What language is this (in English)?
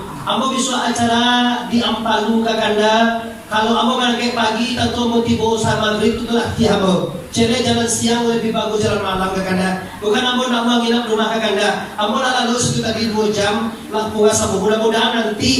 Minangkabau